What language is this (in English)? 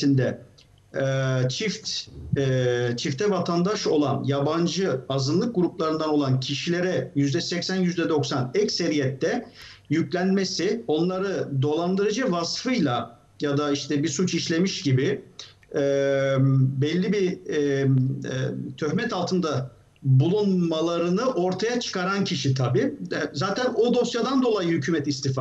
Turkish